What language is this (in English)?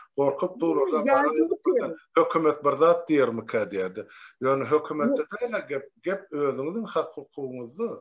Turkmen